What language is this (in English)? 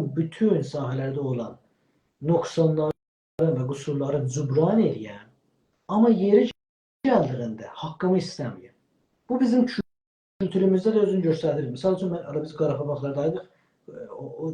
South Azerbaijani